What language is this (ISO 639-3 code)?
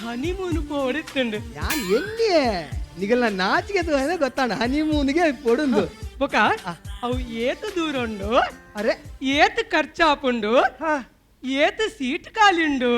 tcy